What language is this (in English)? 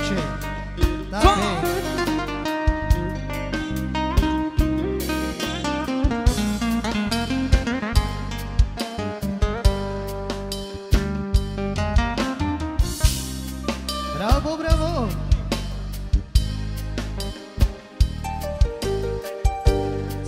Croatian